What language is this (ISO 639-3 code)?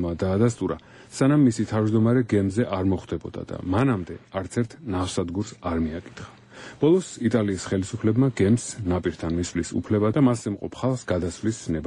kat